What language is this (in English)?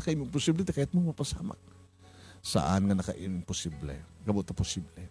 Iloko